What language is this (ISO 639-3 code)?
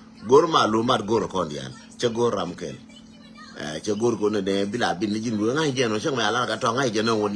nus